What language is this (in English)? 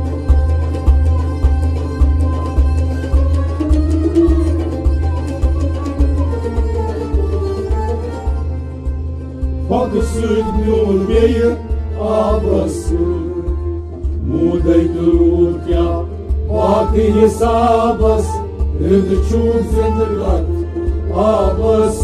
Kashmiri